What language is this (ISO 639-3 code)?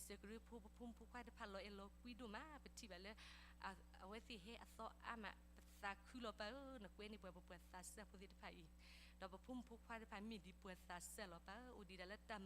ksw